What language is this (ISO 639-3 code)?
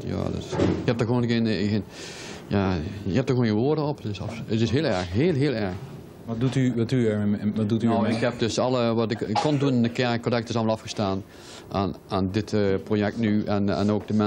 nld